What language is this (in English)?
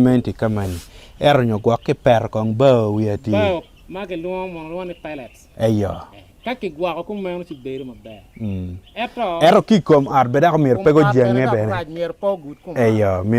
Acoli